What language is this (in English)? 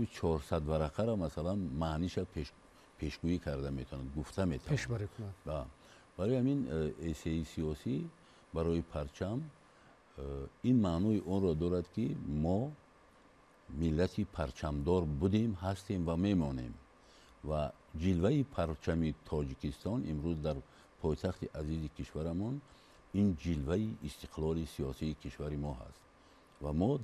Tajik